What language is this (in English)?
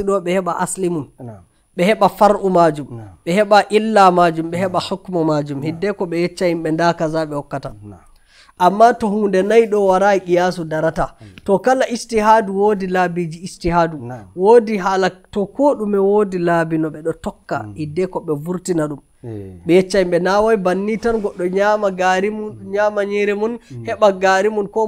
Nigerian Fulfulde